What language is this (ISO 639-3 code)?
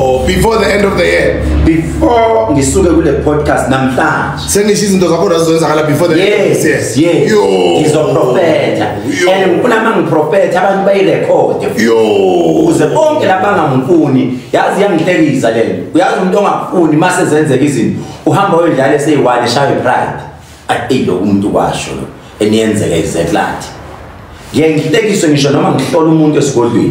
zul